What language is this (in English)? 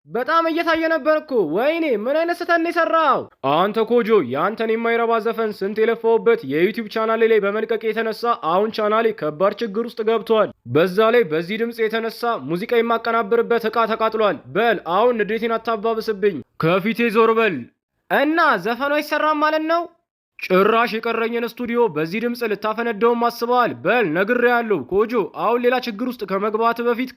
Amharic